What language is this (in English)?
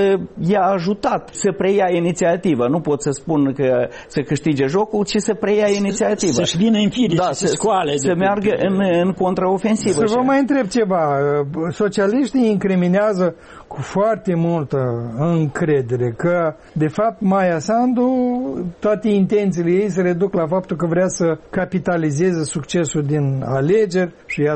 Romanian